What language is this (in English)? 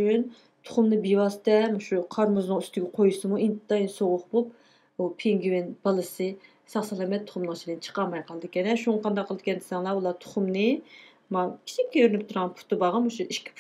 Uyghur